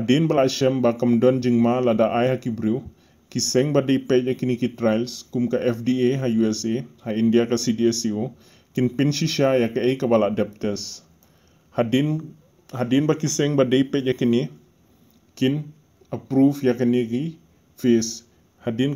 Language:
Khasi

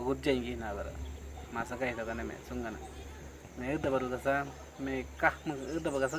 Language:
Awa-Cuaiquer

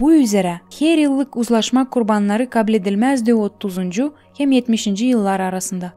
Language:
Gagauz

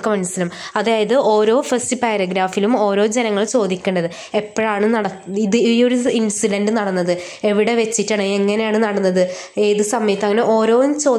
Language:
Malayalam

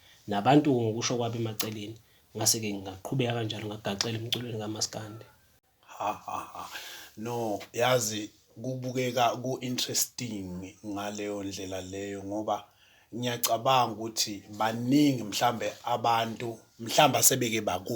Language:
Zulu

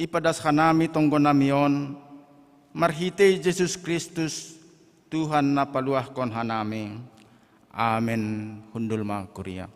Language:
Batak Simalungun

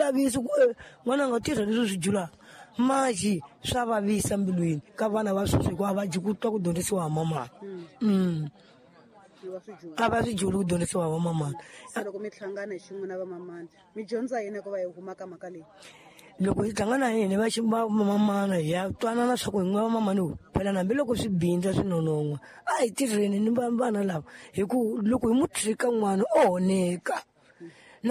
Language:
Tsonga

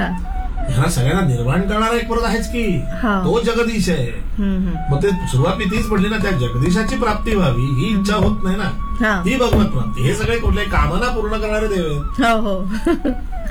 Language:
Marathi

